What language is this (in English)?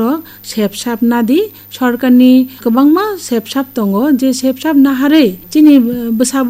Kok Borok